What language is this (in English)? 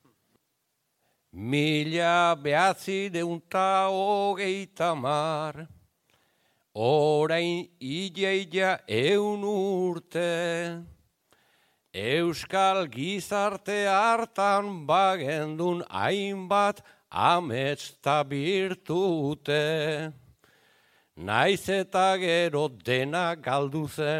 Basque